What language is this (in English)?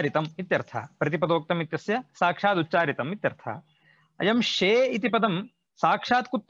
Sanskrit